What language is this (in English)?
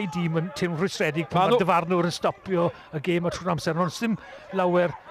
Welsh